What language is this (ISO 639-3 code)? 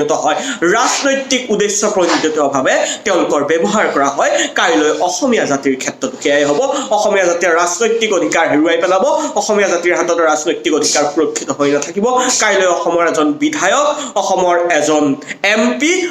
asm